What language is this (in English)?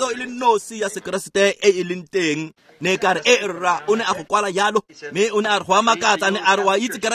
Tswana